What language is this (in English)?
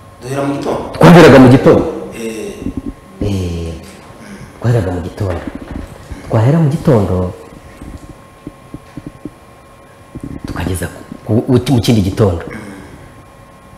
Kinyarwanda